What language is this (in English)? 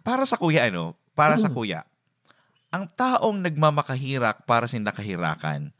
Bikol